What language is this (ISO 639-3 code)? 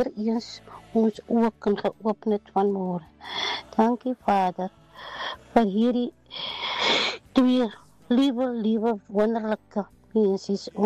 afr